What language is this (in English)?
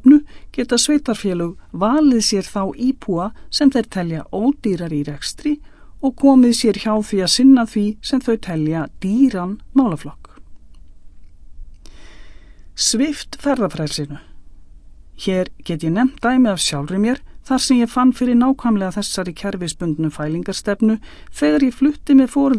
Icelandic